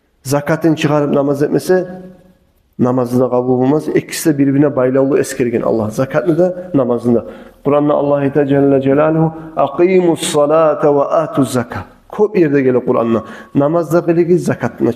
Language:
Kumyk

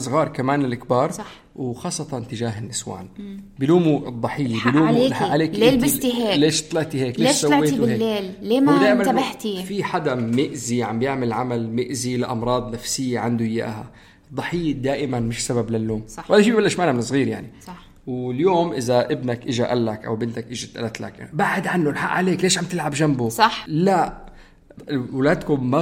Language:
North Levantine Arabic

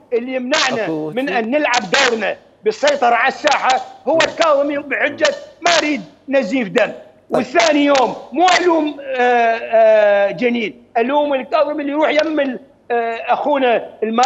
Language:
Mesopotamian Arabic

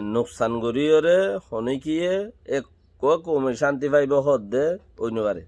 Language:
Rohingya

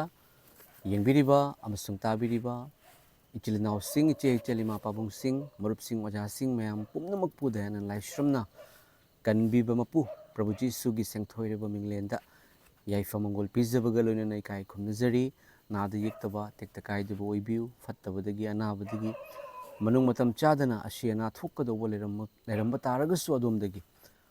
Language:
Manipuri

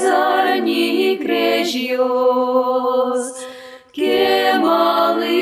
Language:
Udmurt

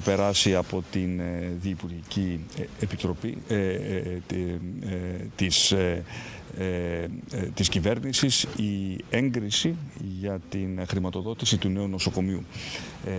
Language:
Greek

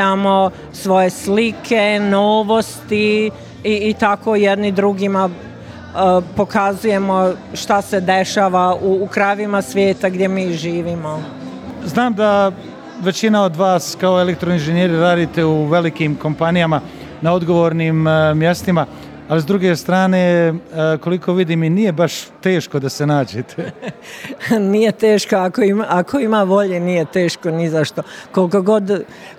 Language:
Bosnian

